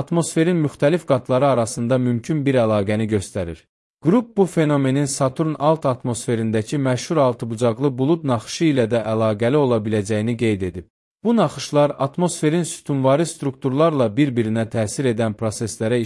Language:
Azerbaijani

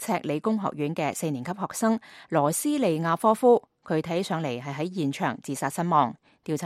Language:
Cantonese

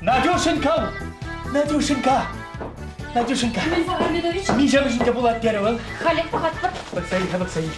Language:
Chuvash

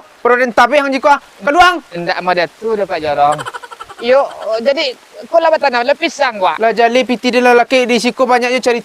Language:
Minangkabau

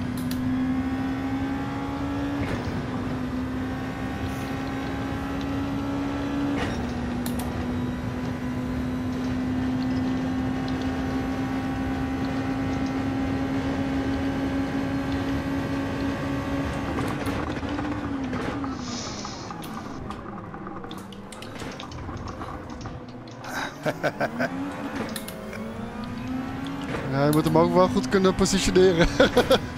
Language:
Dutch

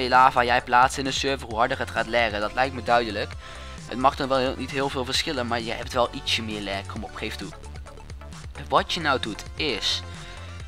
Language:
Dutch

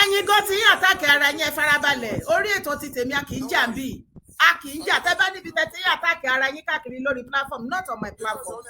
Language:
Yoruba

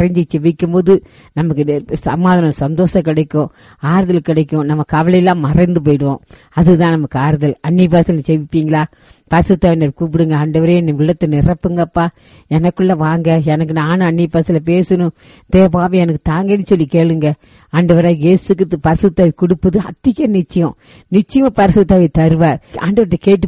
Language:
Tamil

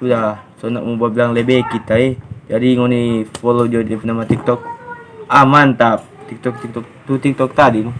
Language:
Manado Malay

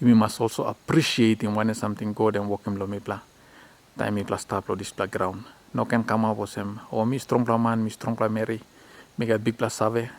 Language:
Tok Pisin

